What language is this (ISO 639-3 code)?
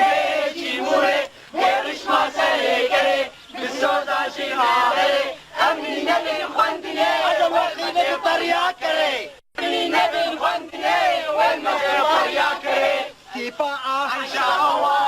kur